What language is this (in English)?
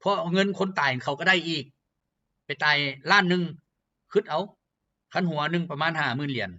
Lao